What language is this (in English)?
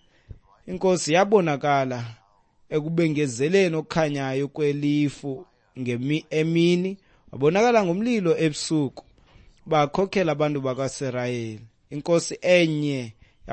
Xhosa